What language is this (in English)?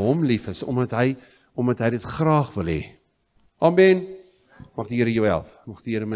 Afrikaans